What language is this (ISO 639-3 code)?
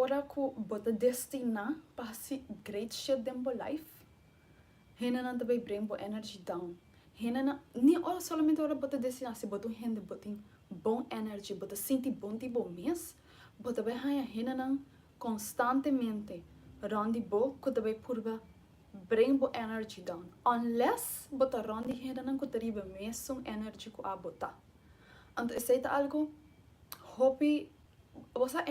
pap